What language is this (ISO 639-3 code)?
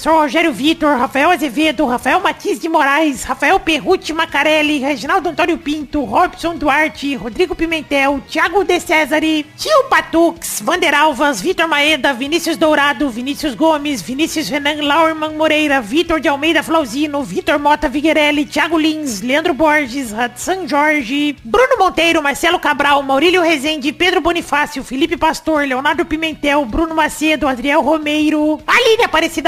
por